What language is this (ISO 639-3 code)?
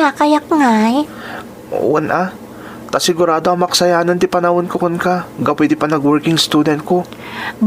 ilo